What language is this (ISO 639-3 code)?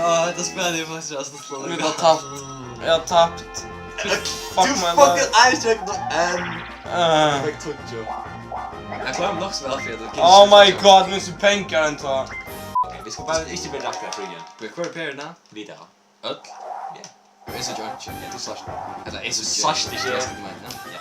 fao